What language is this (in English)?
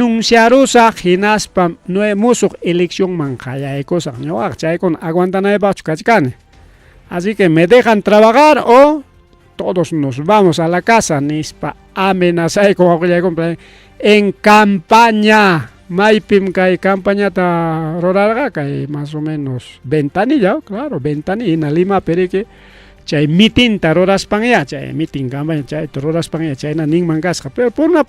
Ayacucho Quechua